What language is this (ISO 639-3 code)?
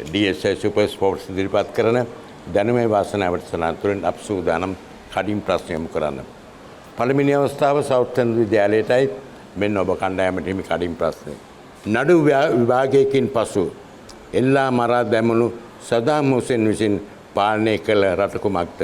sin